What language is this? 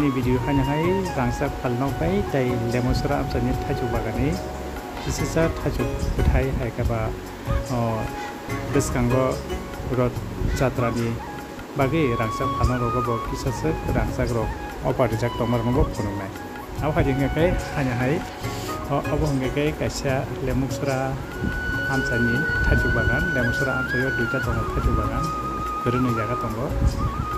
Kok Borok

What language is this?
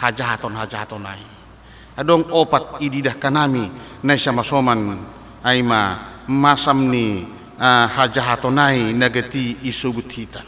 Batak Simalungun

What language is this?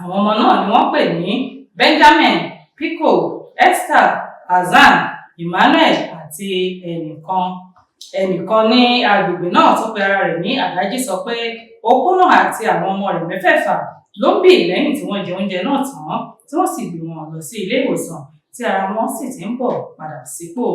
Yoruba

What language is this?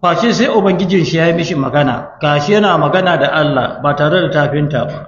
Hausa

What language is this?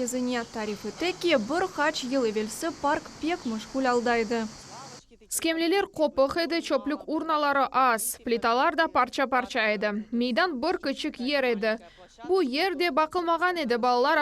Crimean Tatar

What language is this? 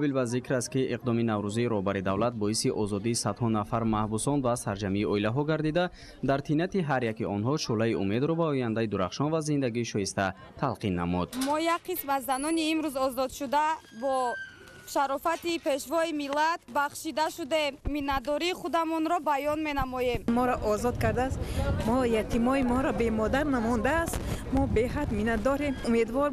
Tajik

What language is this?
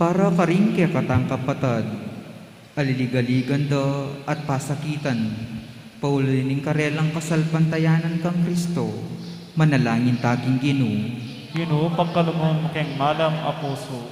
Pampanga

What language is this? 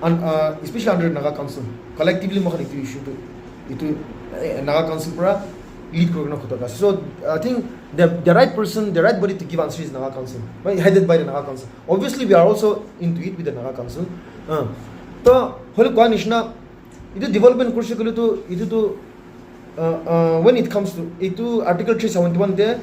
Naga Pidgin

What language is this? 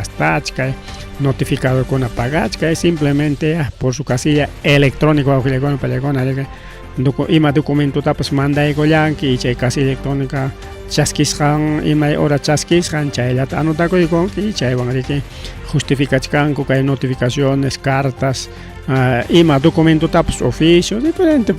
Ayacucho Quechua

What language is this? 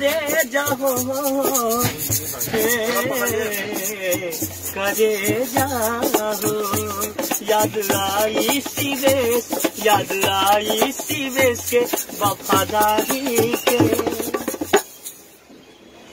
Bhojpuri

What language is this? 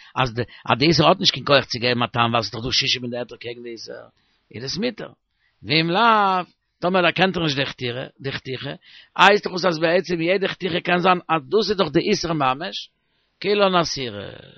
Yiddish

